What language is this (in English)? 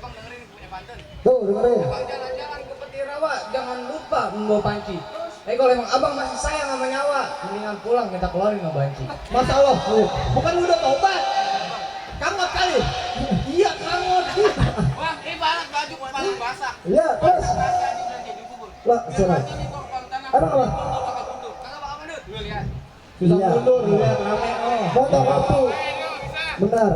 Betawi